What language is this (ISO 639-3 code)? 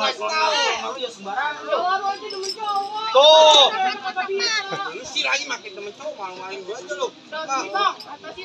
bew